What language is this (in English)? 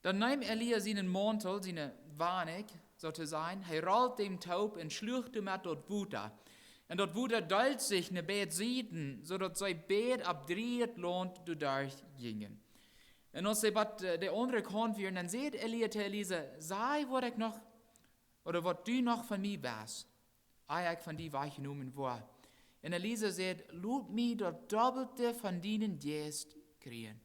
Plautdietsch